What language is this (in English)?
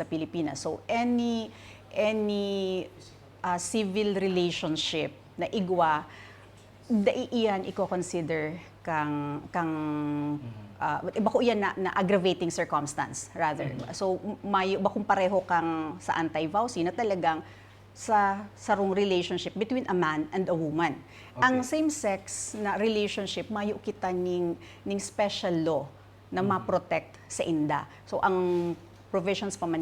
Bikol